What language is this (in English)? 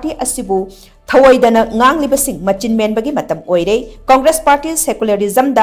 Manipuri